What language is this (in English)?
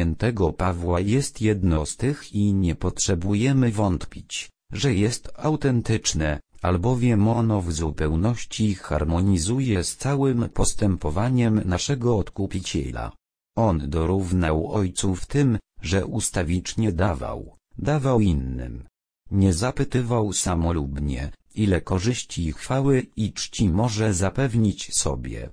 Polish